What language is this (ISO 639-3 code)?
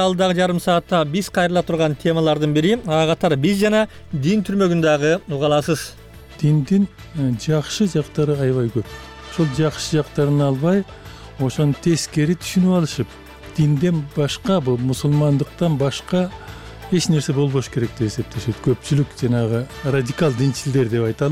kir